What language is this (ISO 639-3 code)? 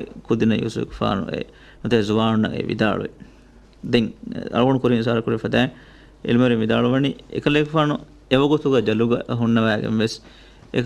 div